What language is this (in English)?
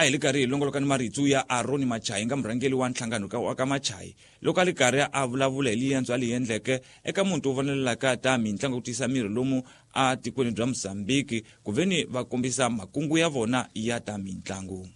Tsonga